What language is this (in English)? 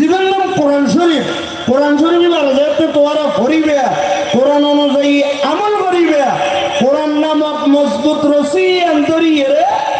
Rohingya